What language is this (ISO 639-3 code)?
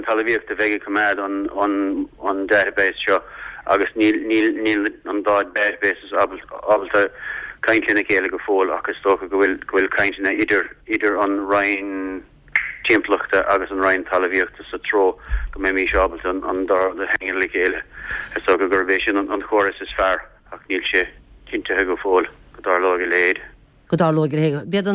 gle